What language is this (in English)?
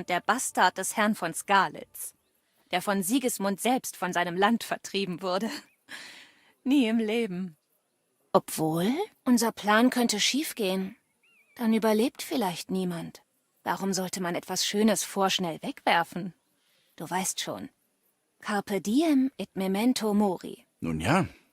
Bavarian